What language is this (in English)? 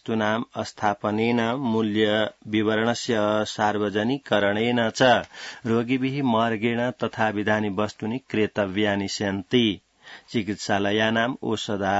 Sanskrit